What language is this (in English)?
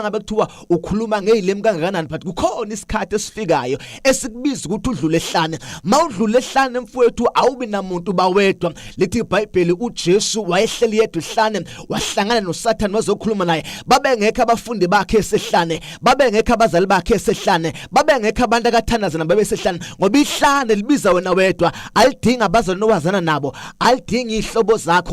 Zulu